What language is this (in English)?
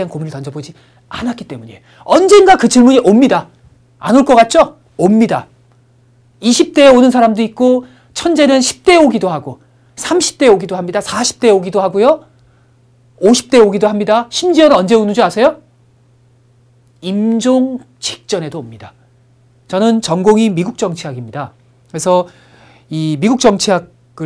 Korean